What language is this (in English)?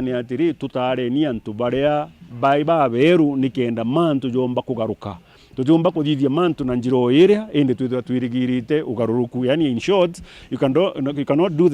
Meru